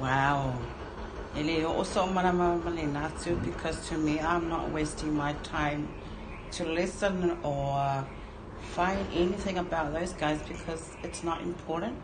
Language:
Samoan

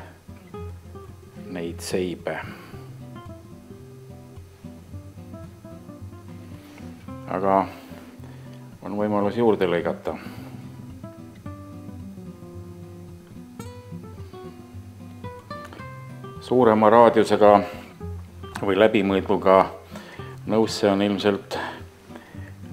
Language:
Estonian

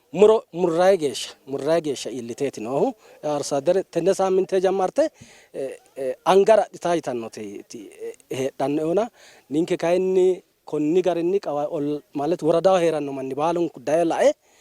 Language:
Sidamo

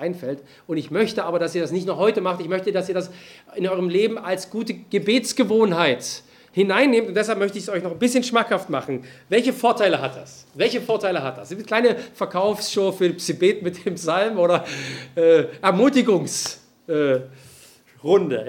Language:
German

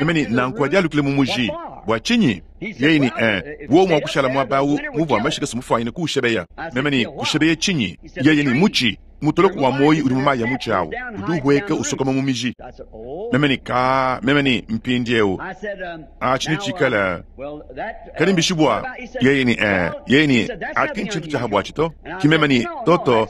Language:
Luba-Lulua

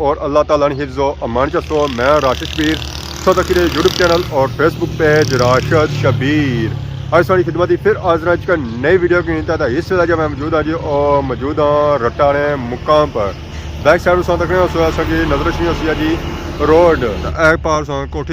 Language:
Pahari-Potwari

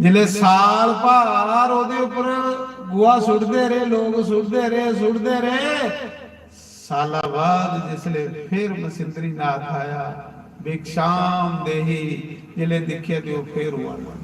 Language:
Dogri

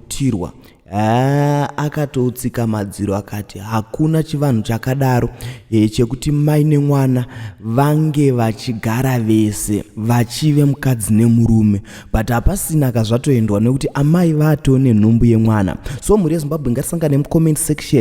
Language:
Shona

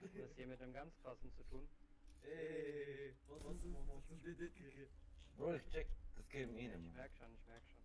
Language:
Swiss German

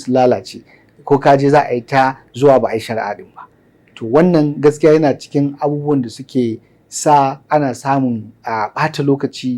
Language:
Hausa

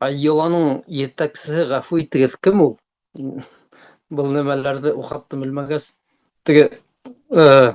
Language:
Bashkir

